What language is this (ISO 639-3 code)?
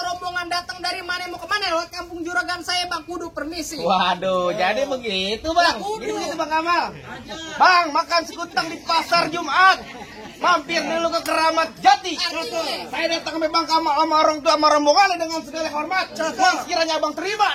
bew